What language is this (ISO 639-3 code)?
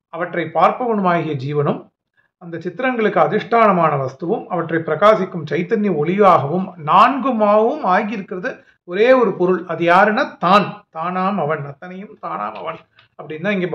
tam